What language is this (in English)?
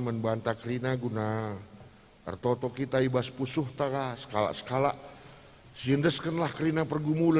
Batak Karo